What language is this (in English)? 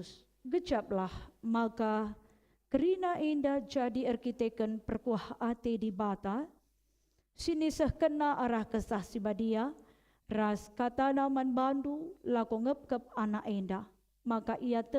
Batak Karo